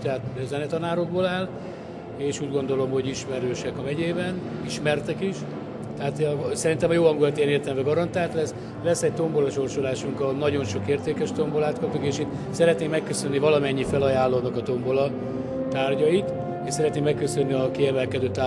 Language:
Hungarian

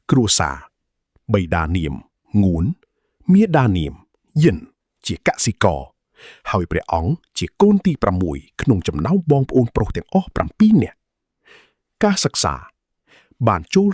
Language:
Khmer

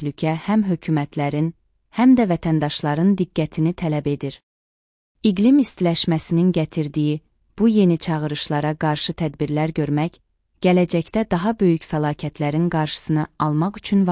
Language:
Azerbaijani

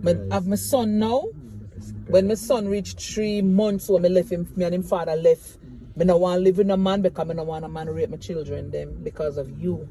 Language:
Jamaican Creole English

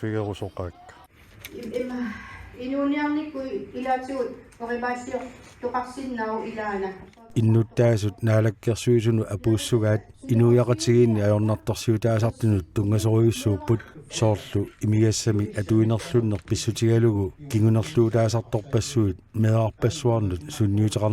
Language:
Kalaallisut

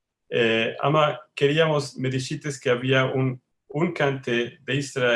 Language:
Ladino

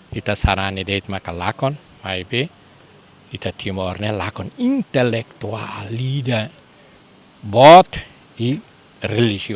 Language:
Tetum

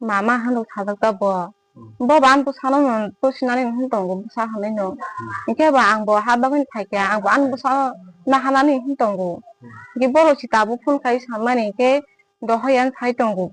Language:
Kok Borok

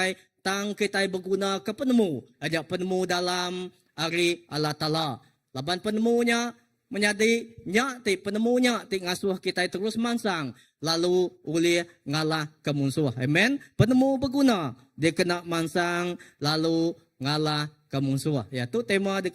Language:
Iban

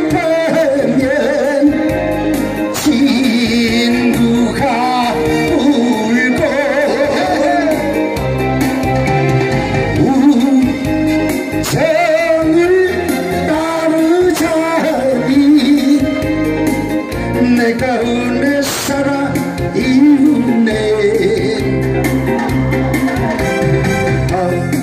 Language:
Korean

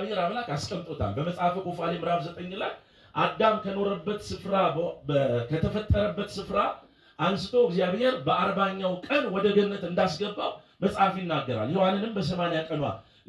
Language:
Amharic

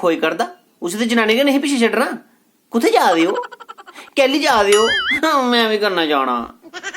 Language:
Dogri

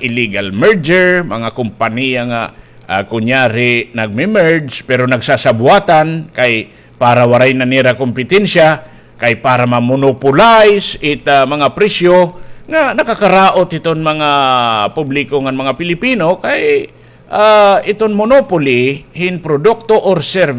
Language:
Waray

